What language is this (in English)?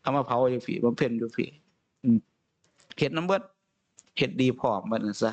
Northeastern Thai